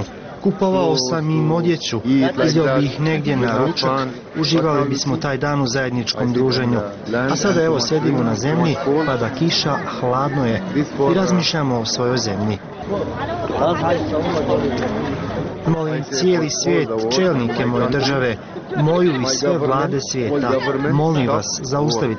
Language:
Croatian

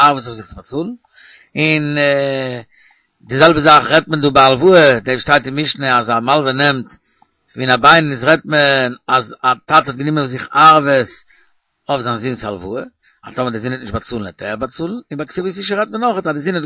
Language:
Yiddish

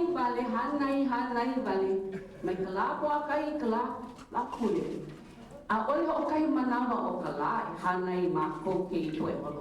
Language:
Hawaiian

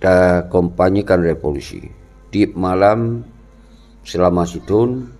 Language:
Achinese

